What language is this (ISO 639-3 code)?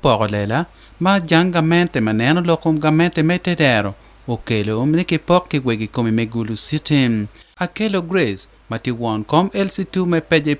ach